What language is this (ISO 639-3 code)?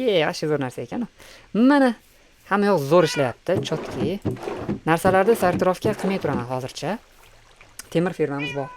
uzb